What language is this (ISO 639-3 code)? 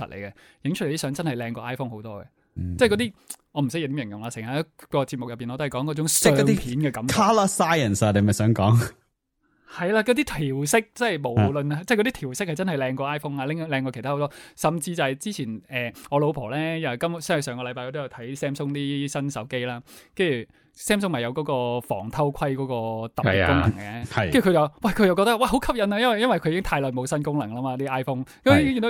yue